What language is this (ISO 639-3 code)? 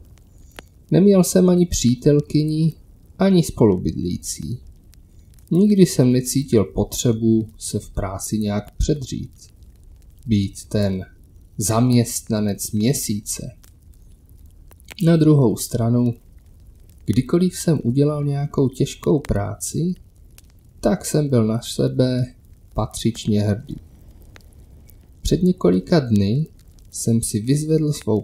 ces